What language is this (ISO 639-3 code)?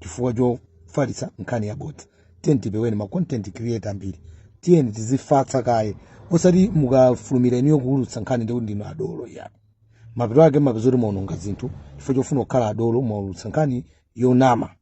nya